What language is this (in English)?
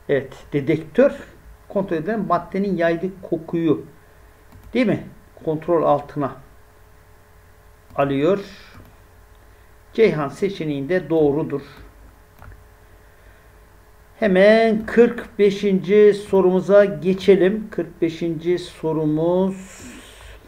Turkish